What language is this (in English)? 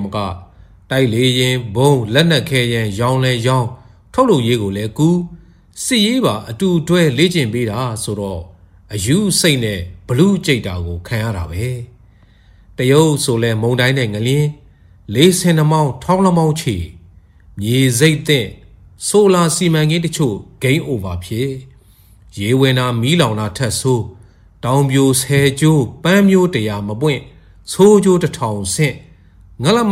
Burmese